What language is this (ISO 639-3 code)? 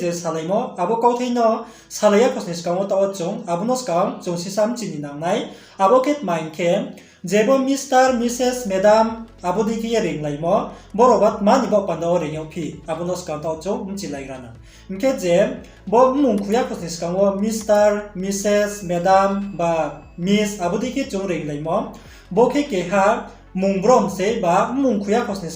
ria